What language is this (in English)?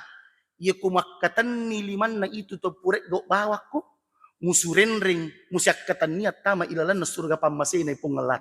Buginese